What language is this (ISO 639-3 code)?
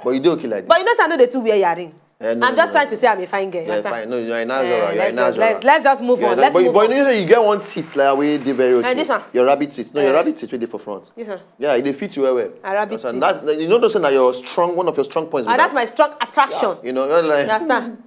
pcm